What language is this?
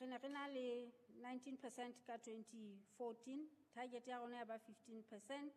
Southern Sotho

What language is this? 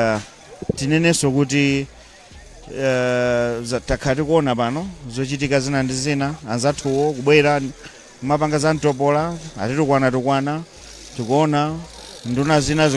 Nyanja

